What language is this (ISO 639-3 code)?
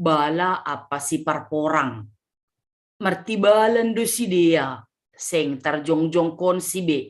bts